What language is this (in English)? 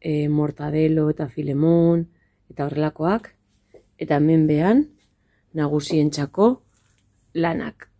Basque